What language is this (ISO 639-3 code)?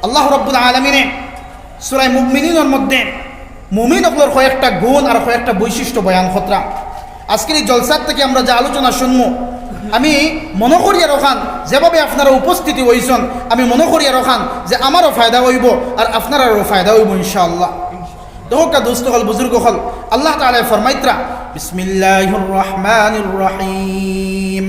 syl